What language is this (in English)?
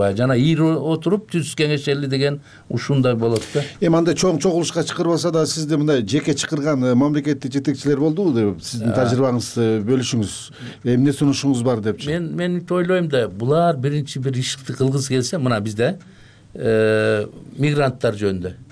Kyrgyz